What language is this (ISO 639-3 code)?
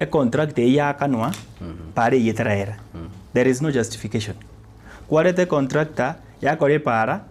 guz